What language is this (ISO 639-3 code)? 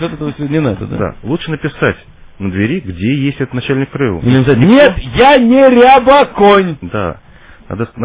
rus